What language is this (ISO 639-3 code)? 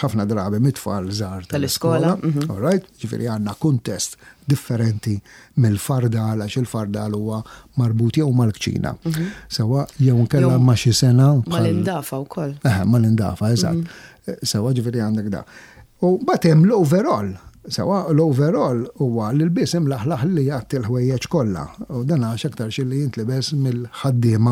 mlt